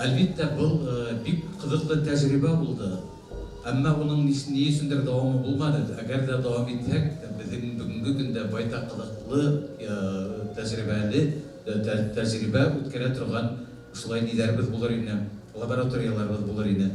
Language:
Bashkir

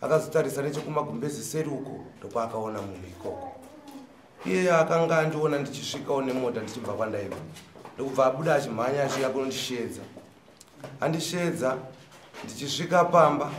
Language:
Shona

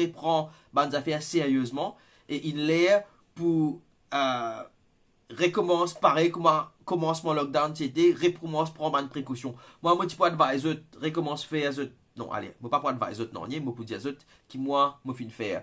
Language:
Morisyen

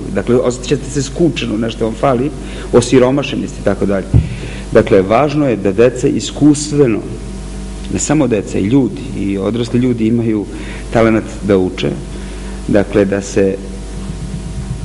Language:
Serbian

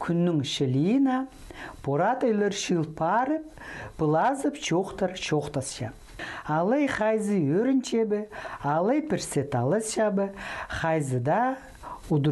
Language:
Khakas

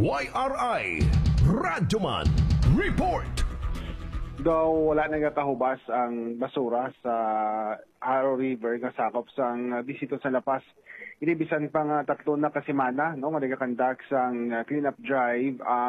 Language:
Hiligaynon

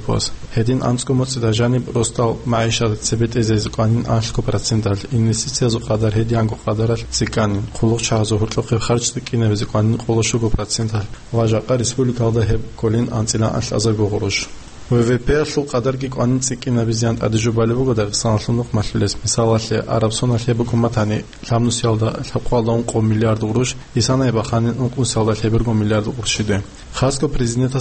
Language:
Avaric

